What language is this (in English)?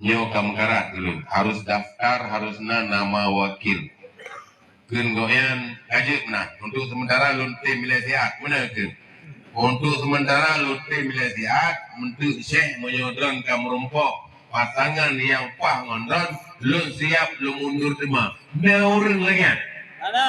Achinese